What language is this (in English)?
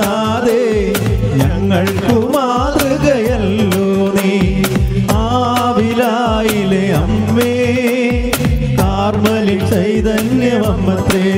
Malayalam